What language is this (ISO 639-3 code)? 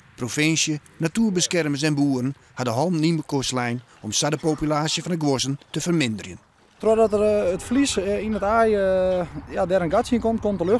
fry